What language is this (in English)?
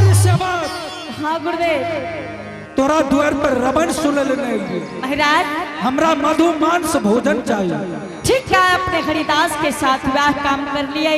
Angika